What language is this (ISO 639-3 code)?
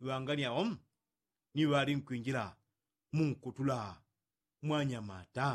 yao